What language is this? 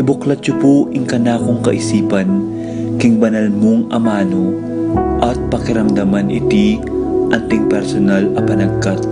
Pampanga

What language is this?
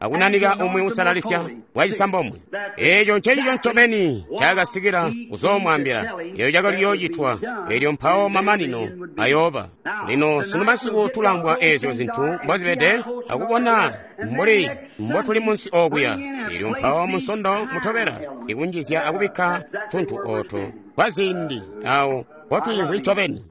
Tonga (Zambia)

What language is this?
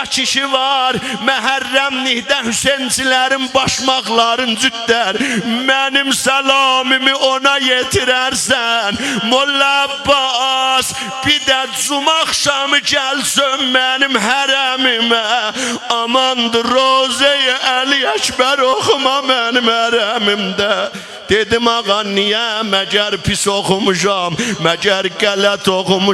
South Azerbaijani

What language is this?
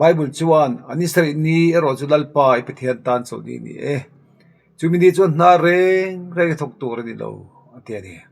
Mizo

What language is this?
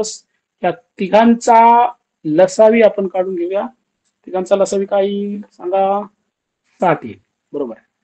Marathi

